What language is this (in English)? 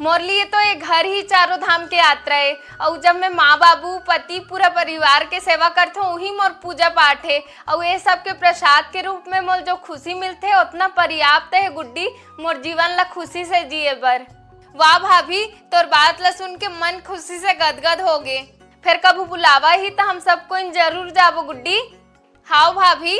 Chhattisgarhi